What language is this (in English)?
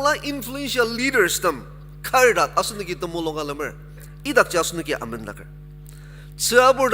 Ao Naga